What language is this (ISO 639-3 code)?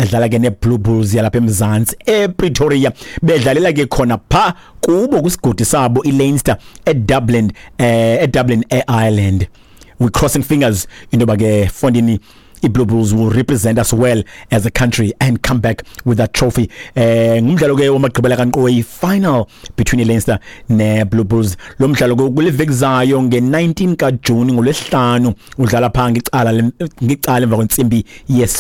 xho